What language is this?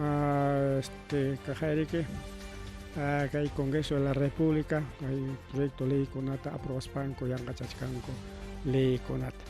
Ayacucho Quechua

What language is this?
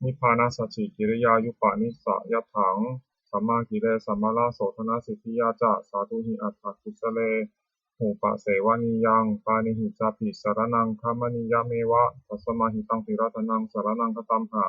Pali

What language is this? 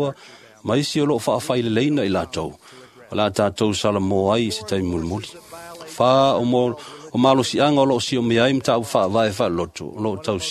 Samoan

